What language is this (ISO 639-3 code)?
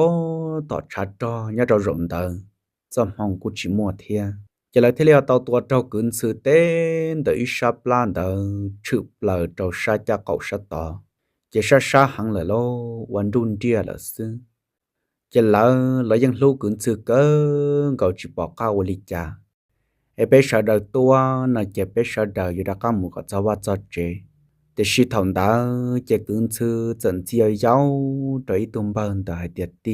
hmn